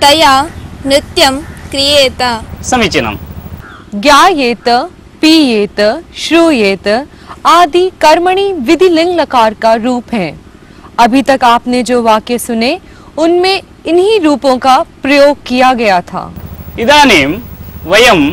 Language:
Sanskrit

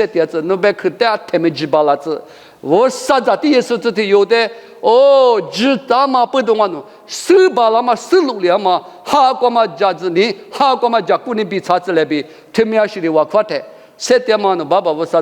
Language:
Lisu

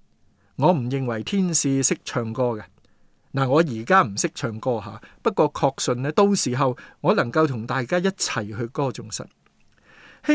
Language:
Cantonese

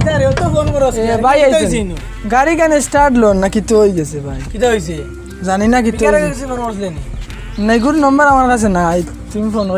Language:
Sylheti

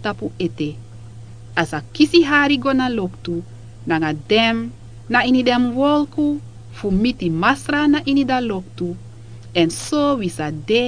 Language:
Sranan Tongo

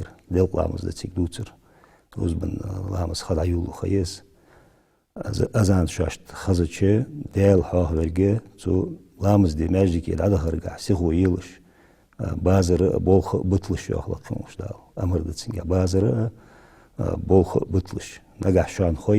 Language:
Ingush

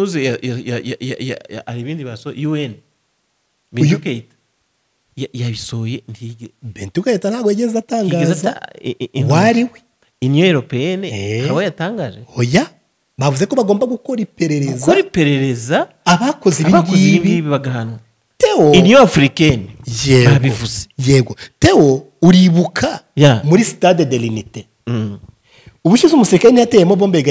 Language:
Kinyarwanda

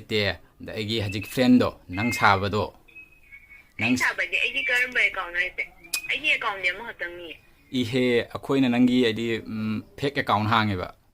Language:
Manipuri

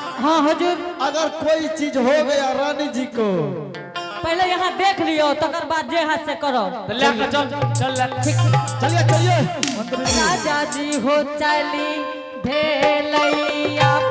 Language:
Angika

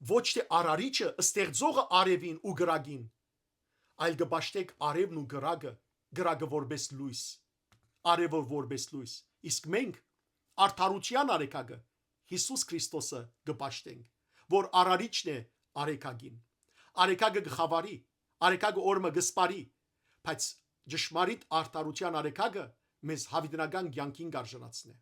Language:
Western Armenian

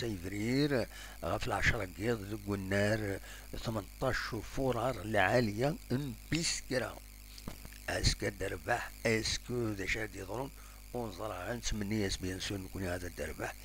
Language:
Kabyle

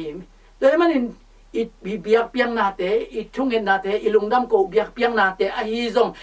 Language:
Tedim Chin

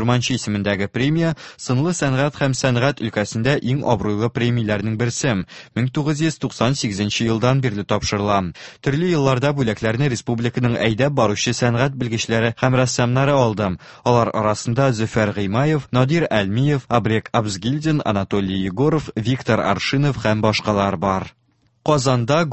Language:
Tatar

